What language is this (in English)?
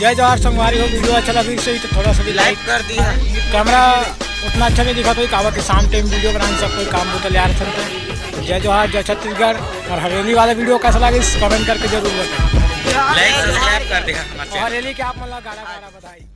Chhattisgarhi